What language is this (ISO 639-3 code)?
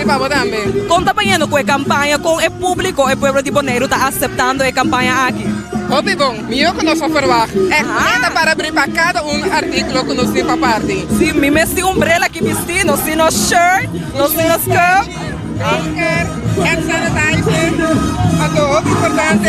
pap